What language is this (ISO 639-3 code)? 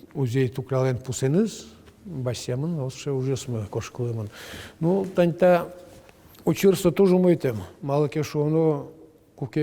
udm